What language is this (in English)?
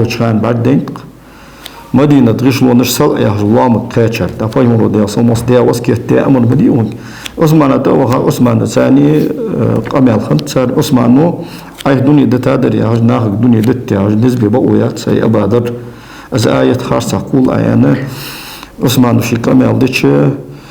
Ingush